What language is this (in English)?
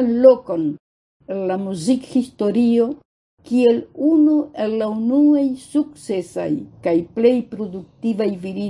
Esperanto